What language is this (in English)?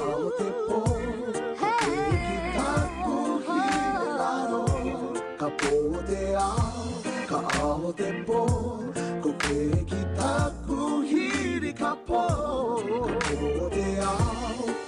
Māori